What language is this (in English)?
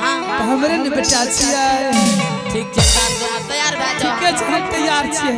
Angika